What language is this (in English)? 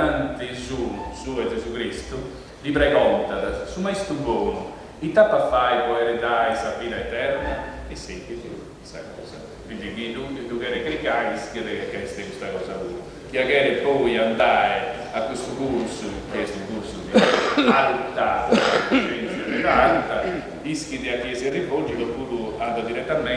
Sardinian